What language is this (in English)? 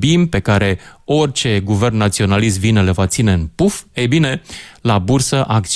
Romanian